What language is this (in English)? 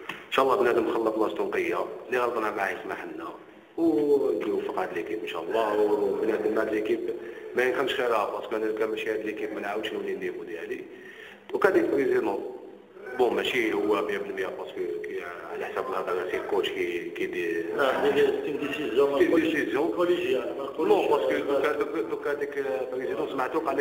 Algerian Arabic